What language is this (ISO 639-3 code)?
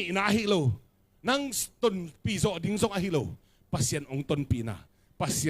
ctd